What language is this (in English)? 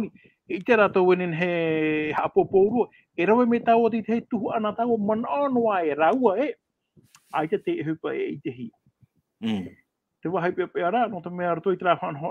Tahitian